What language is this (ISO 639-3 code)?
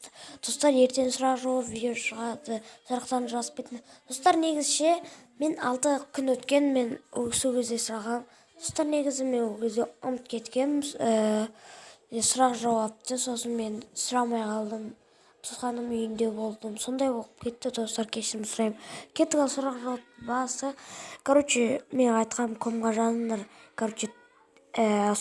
kaz